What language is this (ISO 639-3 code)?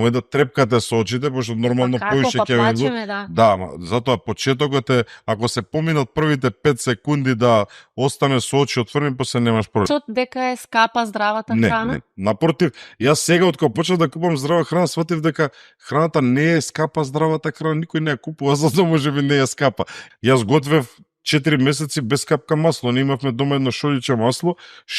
mkd